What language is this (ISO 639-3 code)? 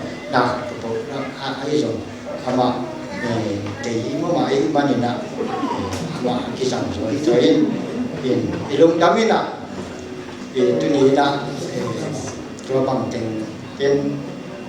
pck